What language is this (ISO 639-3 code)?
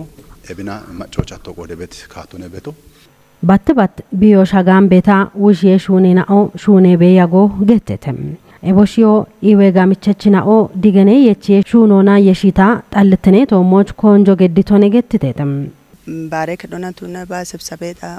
kbr